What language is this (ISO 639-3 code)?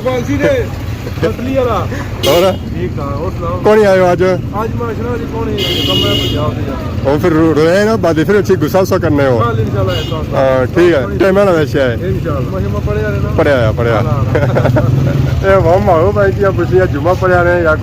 phr